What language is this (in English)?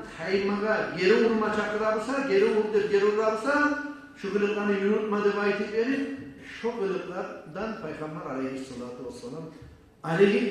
Kumyk